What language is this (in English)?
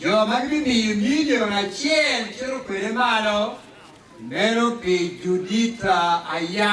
Acoli